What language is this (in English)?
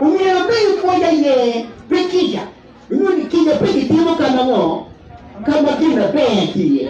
Acoli